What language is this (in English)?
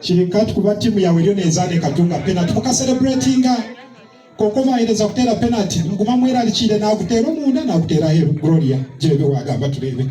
Nyankole